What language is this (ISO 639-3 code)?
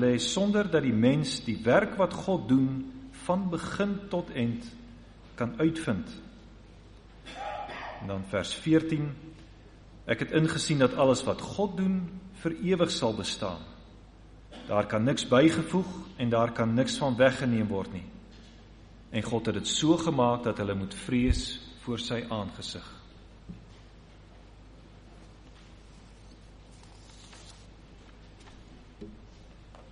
afr